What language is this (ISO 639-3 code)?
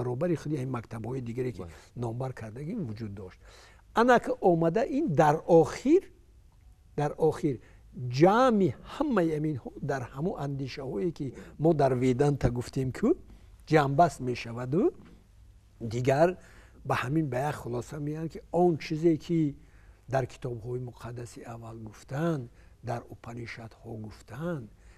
fas